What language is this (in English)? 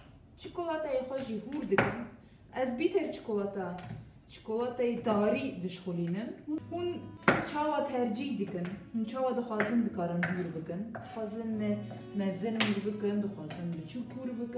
Kurdish